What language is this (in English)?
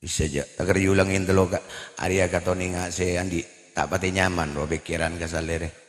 Madurese